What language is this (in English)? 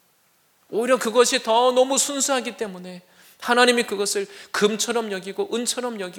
Korean